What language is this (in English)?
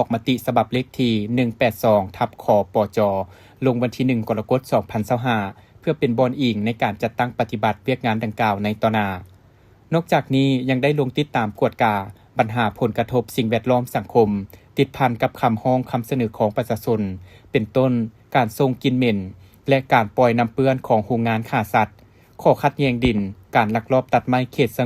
Lao